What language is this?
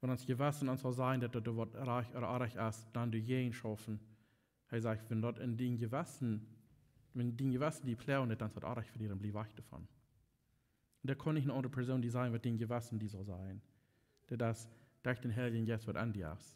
Plautdietsch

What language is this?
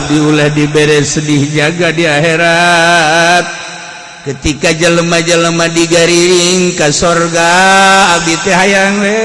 Sundanese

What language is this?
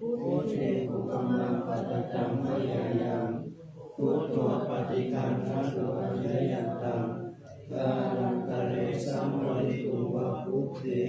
Pali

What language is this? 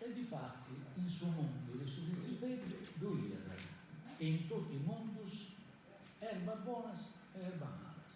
Sardinian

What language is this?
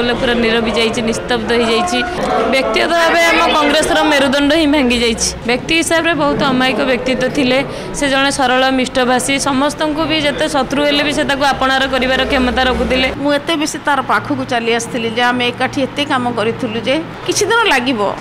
Odia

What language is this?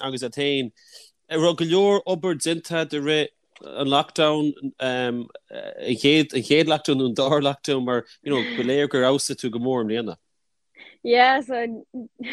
Irish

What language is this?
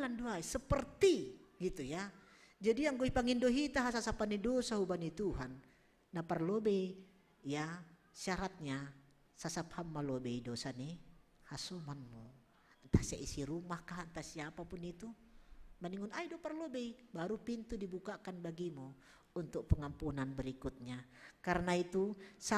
Batak Simalungun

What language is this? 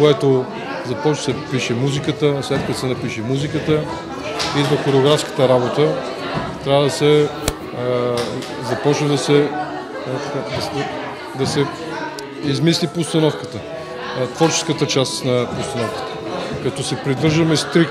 Bulgarian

